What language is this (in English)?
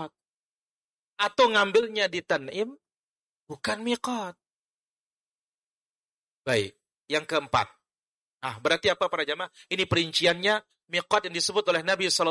Indonesian